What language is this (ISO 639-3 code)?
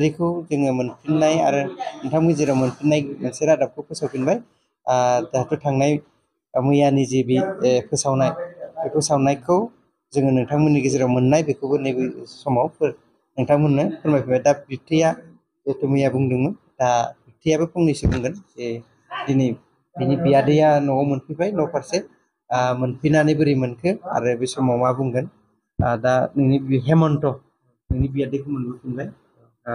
brx